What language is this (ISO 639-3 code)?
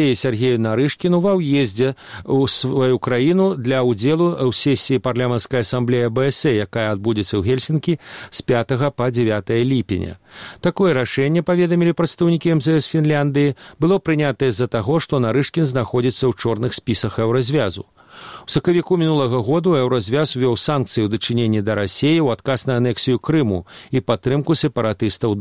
bel